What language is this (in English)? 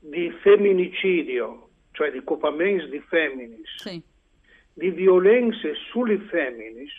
Friulian